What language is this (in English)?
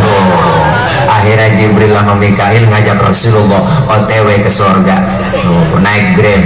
Betawi